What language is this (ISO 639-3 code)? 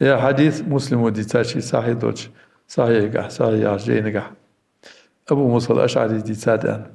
inh